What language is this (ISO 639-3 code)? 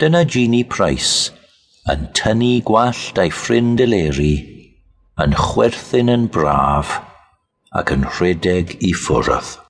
cym